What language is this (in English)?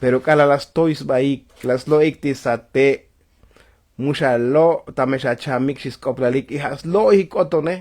Tzotzil